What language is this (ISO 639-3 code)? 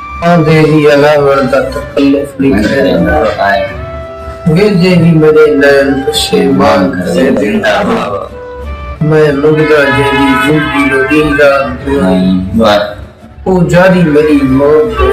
skr